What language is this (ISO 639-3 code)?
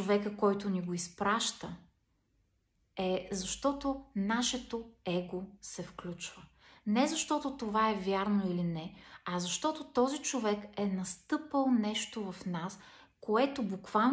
bul